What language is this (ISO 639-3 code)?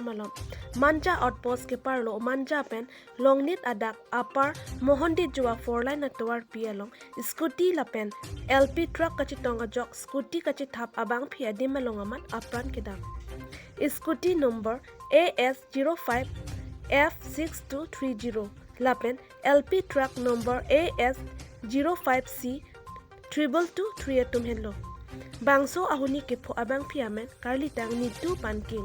mjw